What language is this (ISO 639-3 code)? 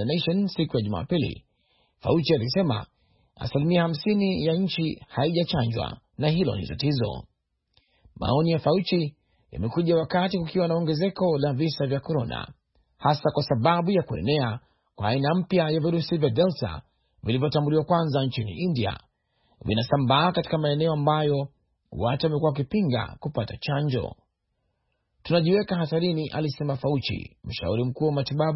swa